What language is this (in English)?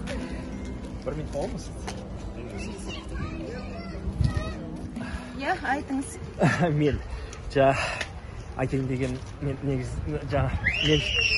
Kazakh